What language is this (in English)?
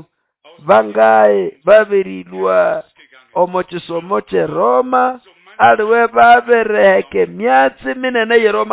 Nande